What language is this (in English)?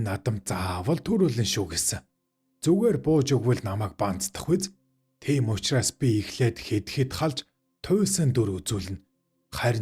Mongolian